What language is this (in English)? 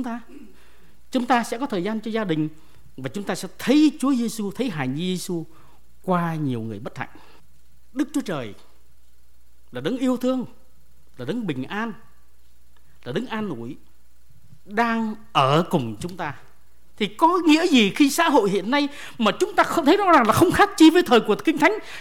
Vietnamese